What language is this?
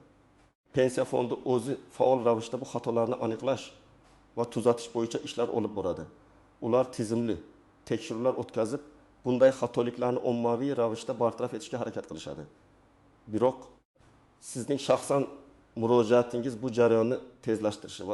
Uzbek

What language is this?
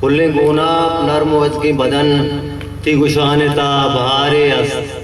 Eastern Balochi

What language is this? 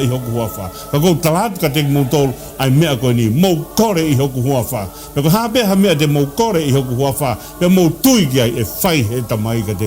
Tongan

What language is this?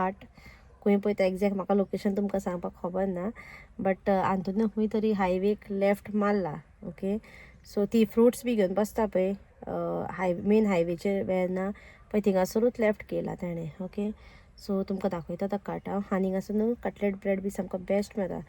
Konkani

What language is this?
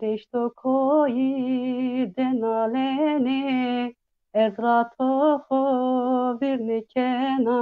Zaza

